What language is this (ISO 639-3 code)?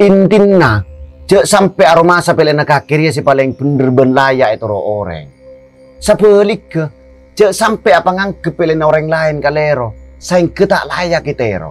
mad